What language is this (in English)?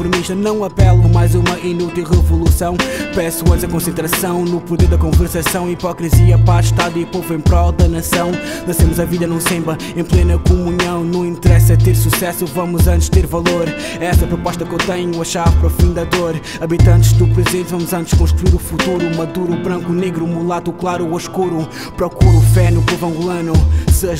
Portuguese